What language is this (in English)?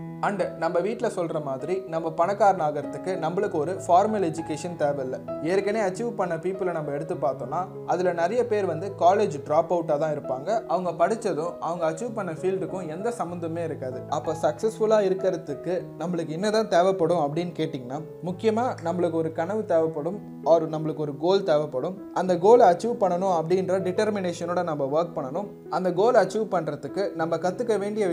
Tamil